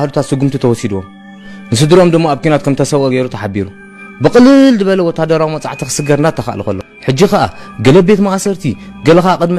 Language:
Tigrinya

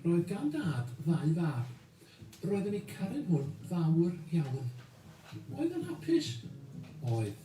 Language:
Welsh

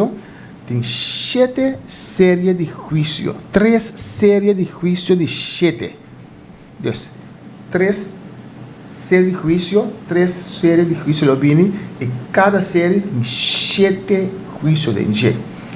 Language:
Papiamento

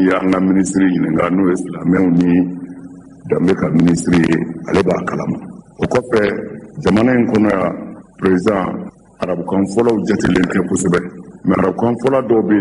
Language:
Bambara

